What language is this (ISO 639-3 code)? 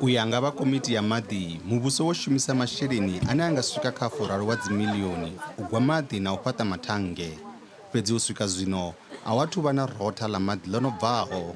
ven